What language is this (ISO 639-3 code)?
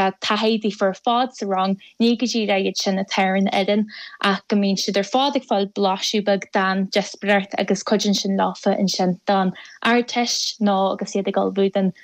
gle